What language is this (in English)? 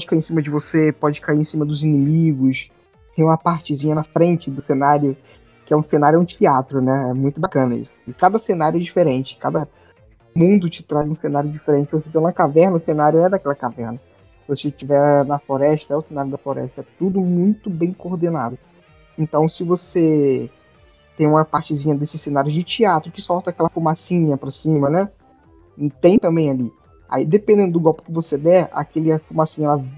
Portuguese